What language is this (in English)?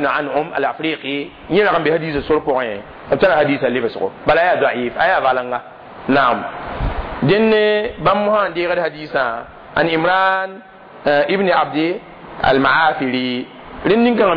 Mossi